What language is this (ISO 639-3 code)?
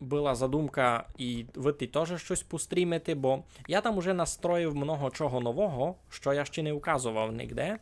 rue